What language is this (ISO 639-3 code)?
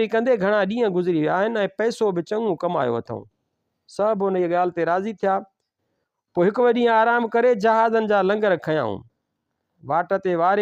snd